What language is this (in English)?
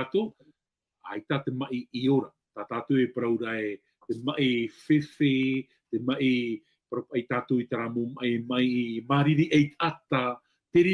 Tahitian